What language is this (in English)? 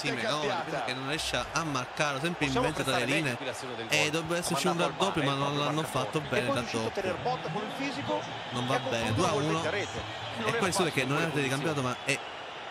Italian